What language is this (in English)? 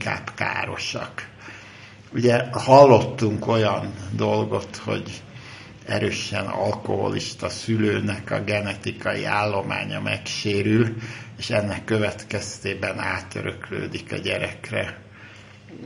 Hungarian